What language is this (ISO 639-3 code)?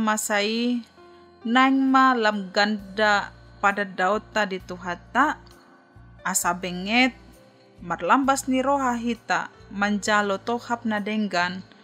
bbc